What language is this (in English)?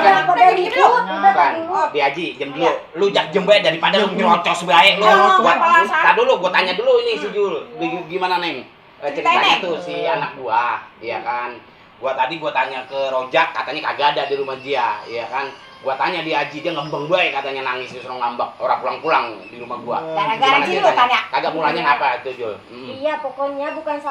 Betawi